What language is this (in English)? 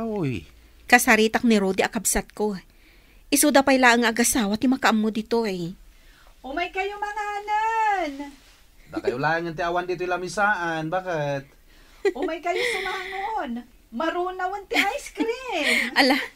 Iloko